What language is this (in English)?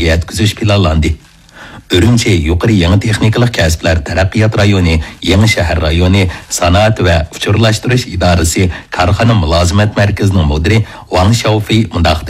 Uyghur